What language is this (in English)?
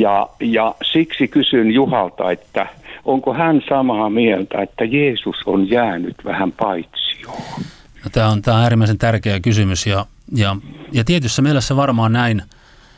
Finnish